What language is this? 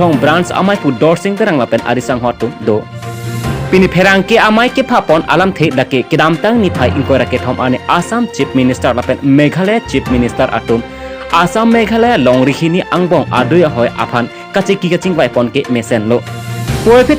Karbi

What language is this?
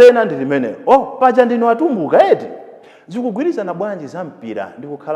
Nyanja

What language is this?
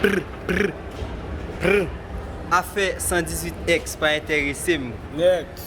Haitian Creole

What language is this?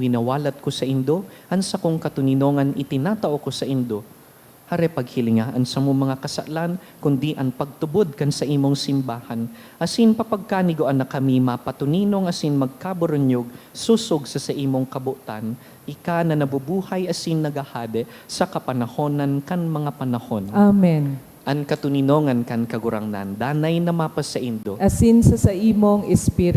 Bikol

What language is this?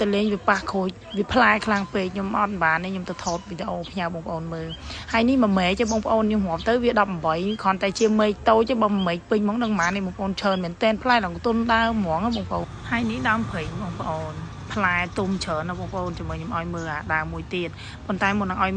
Khmer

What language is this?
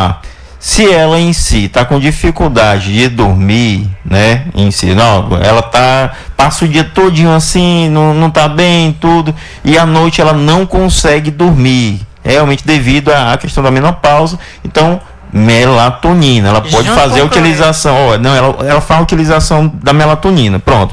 Portuguese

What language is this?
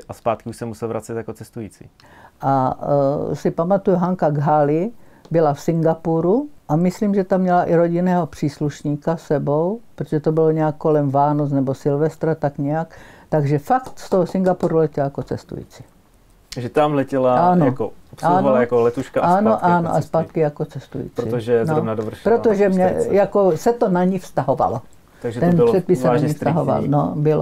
Czech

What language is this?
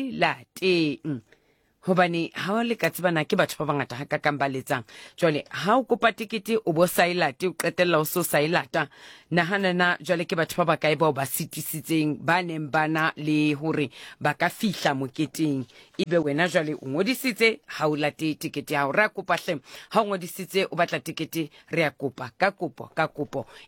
Southern Sotho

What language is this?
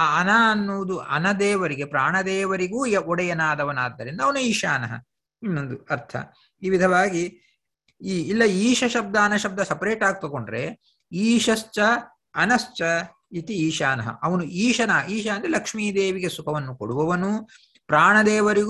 Kannada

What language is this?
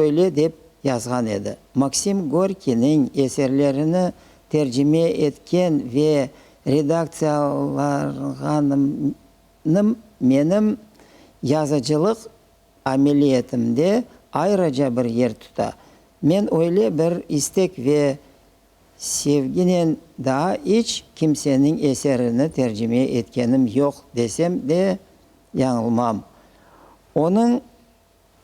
Crimean Tatar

